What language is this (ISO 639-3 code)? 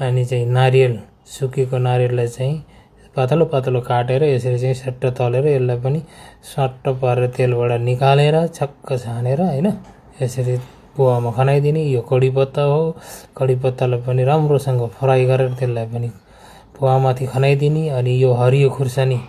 nep